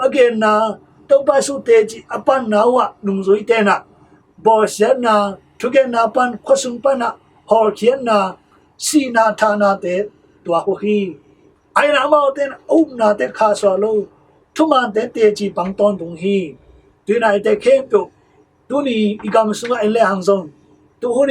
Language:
Tedim Chin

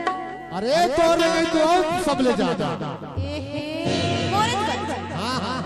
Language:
Chhattisgarhi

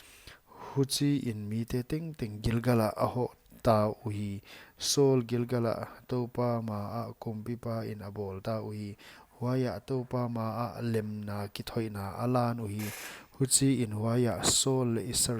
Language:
Paite Chin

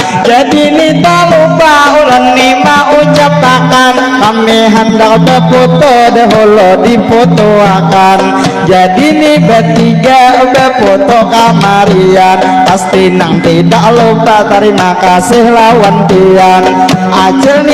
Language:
Banjar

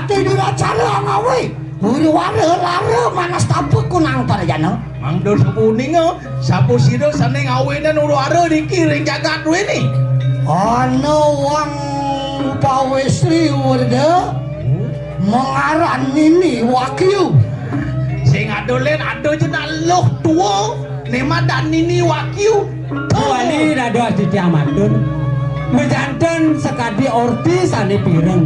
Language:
Balinese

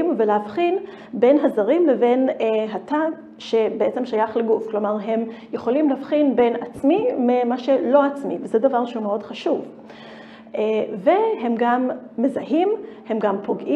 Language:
Hebrew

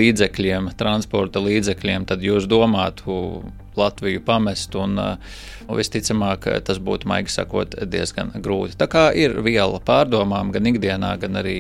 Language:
Latvian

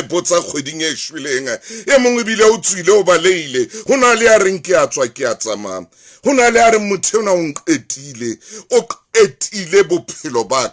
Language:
Southern Sotho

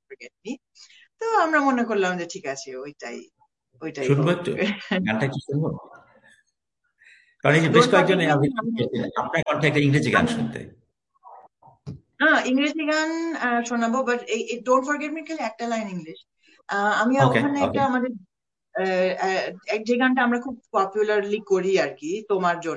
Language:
Bangla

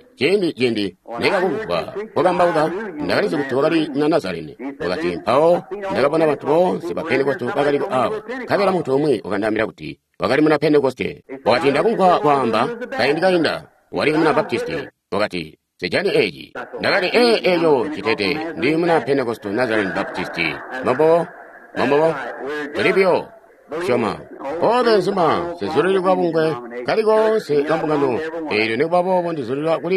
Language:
Tonga (Zambia)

